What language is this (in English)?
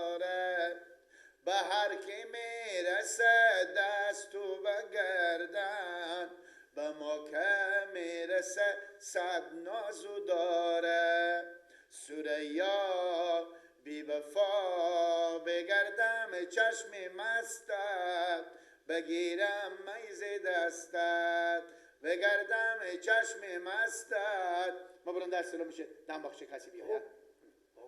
Persian